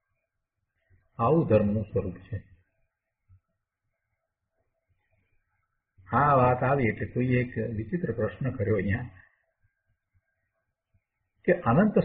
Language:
Gujarati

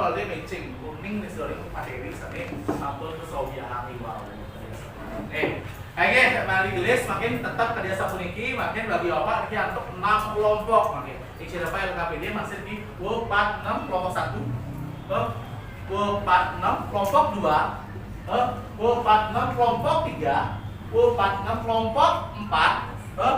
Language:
Balinese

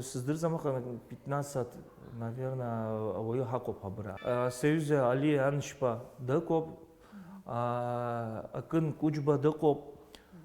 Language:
Abkhazian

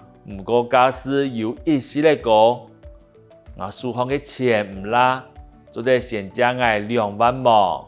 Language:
Hakka Chinese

